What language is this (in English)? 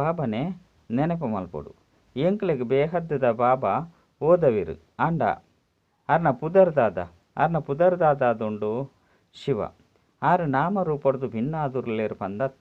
Tulu